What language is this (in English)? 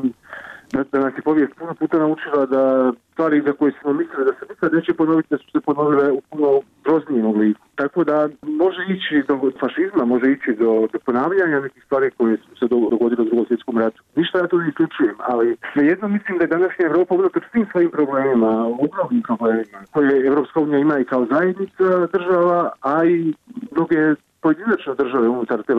Croatian